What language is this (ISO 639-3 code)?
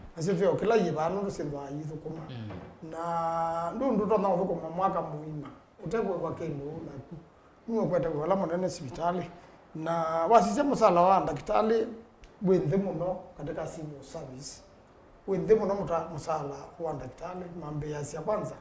kam